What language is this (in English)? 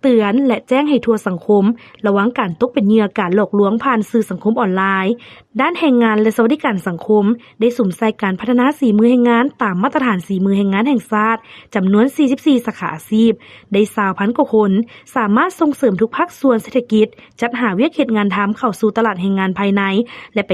Lao